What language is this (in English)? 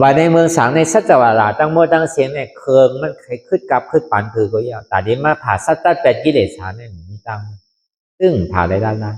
Shan